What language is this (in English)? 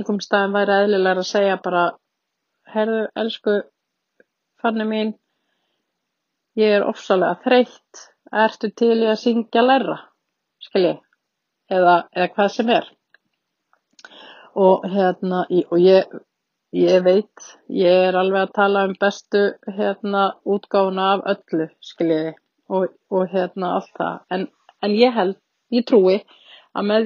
Icelandic